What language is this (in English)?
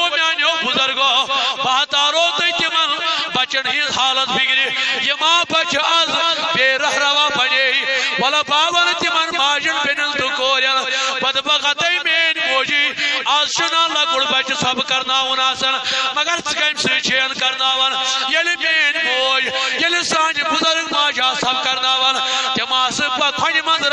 Kashmiri